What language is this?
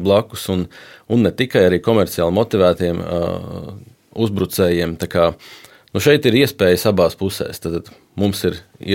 Latvian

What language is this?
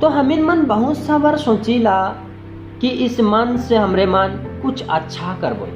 Sadri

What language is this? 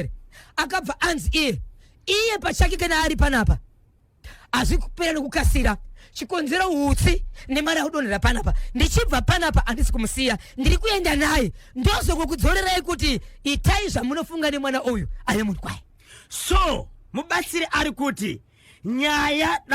Shona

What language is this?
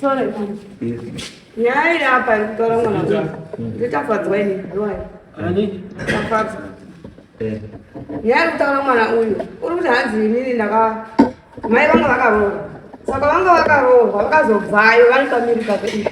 Shona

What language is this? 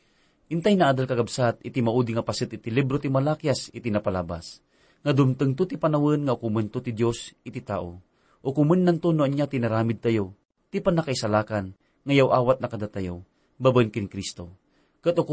Iloko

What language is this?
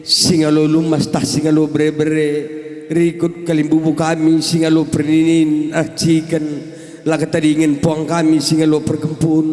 Batak Karo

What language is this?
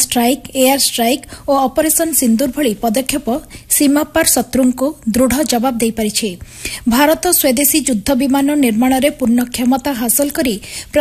Odia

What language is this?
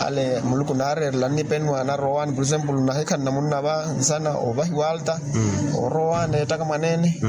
Makhuwa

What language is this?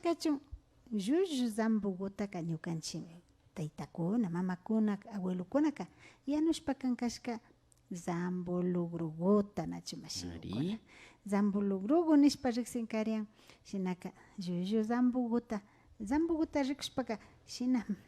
Imbabura Highland Quichua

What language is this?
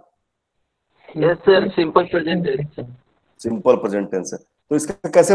Hindi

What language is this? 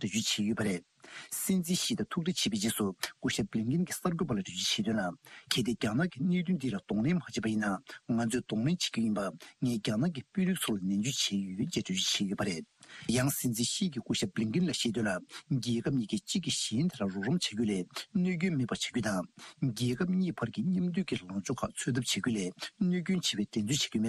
Tibetan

